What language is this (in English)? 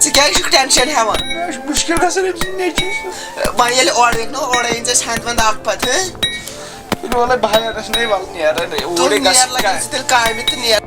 Kashmiri